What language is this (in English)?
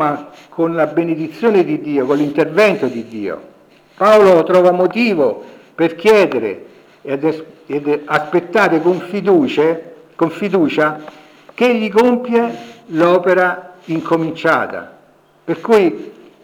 Italian